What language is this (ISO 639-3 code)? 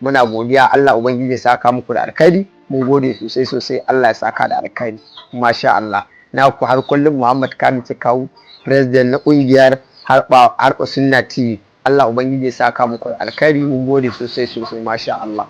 hau